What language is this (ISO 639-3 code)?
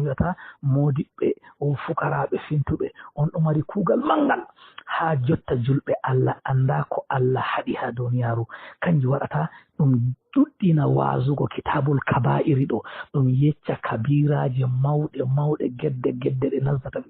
ful